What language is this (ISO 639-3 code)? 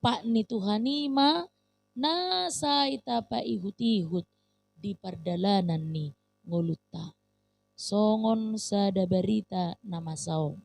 bbc